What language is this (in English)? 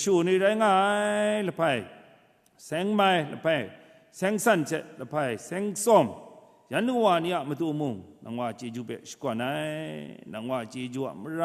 Kachin